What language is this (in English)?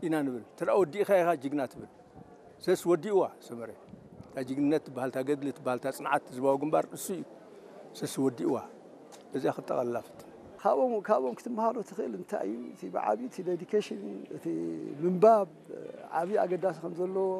Tigrinya